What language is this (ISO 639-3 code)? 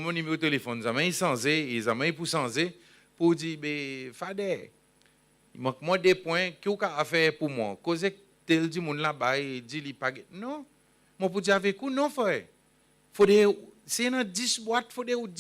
crs